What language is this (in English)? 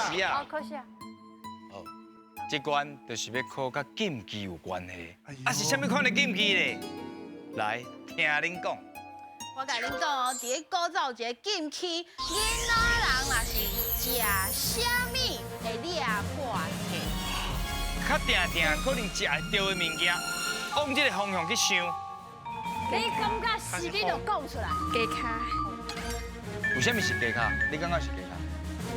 Min Nan Chinese